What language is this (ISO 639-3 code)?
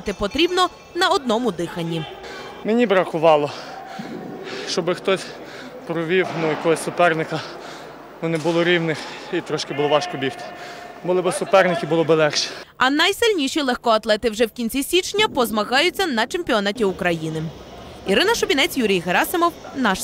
ukr